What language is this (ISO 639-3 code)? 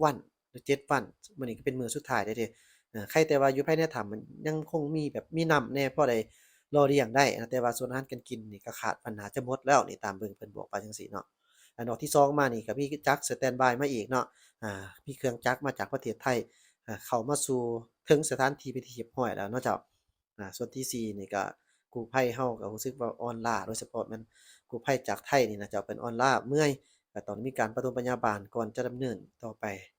lao